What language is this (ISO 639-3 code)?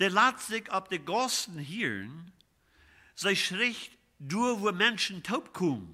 pdt